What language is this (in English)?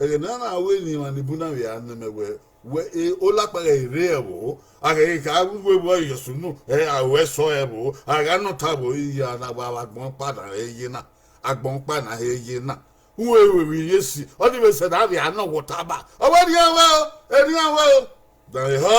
Bini